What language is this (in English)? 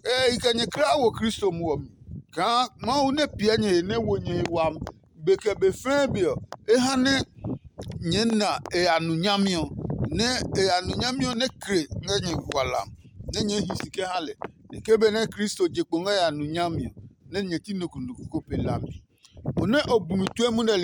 Adangme